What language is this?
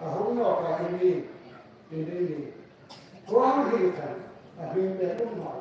Hmar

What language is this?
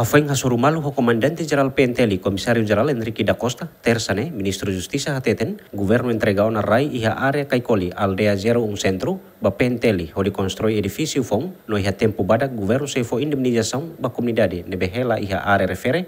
Tetum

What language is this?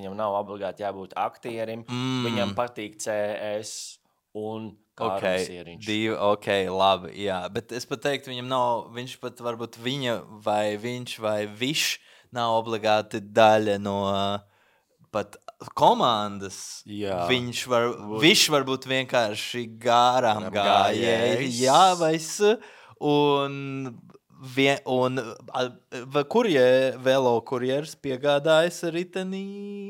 Latvian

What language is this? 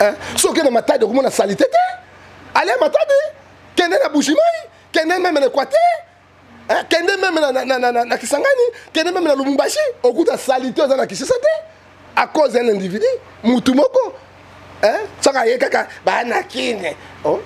Lingala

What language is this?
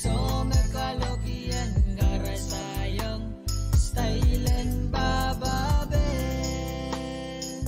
Pohnpeian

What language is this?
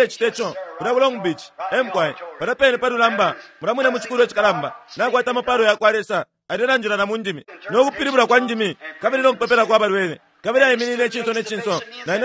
Bemba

